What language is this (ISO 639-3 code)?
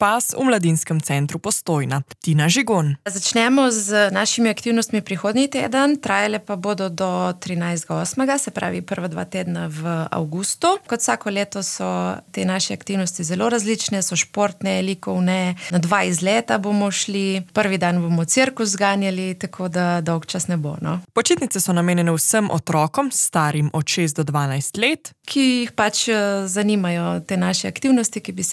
slv